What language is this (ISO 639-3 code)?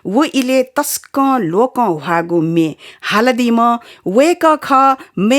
new